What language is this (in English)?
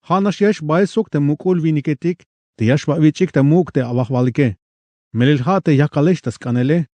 Tzeltal